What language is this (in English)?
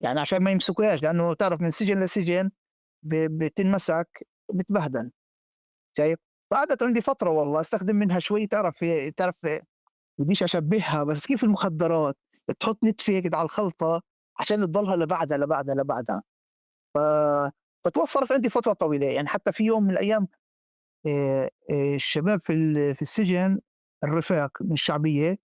North Levantine Arabic